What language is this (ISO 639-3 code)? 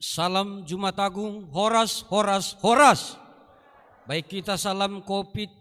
bts